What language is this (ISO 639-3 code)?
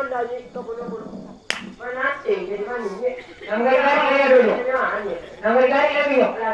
min